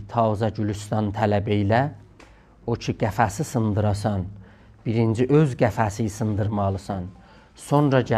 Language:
South Azerbaijani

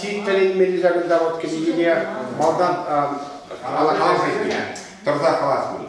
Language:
Chuvash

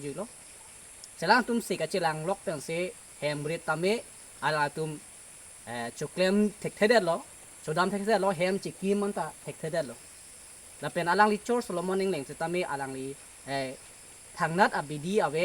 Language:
Karbi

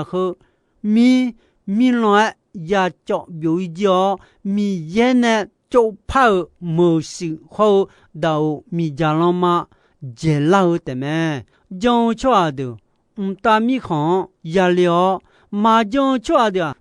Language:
Akha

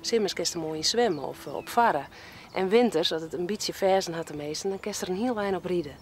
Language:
Western Frisian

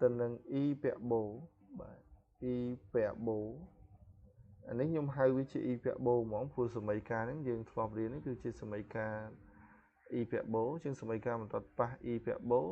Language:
Khmer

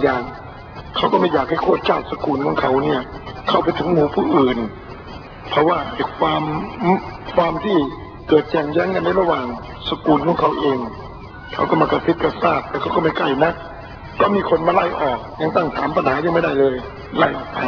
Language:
Thai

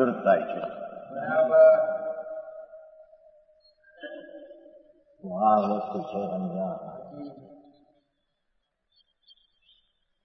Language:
Gujarati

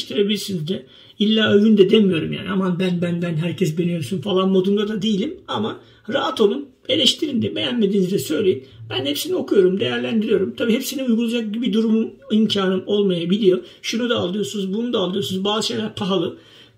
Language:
Turkish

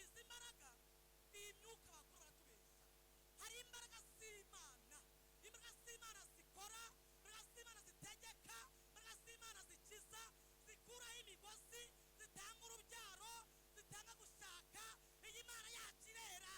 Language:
Kinyarwanda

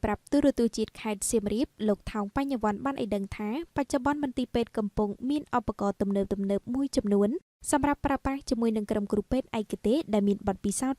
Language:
Khmer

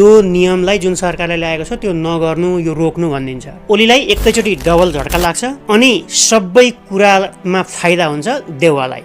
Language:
Nepali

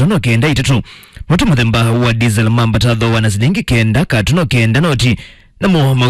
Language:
Kamba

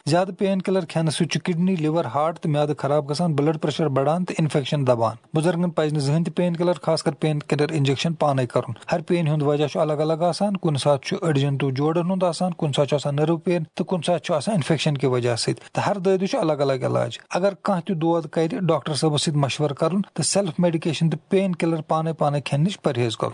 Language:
Kashmiri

